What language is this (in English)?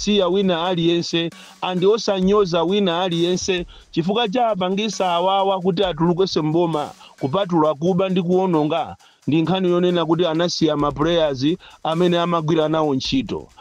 Nyanja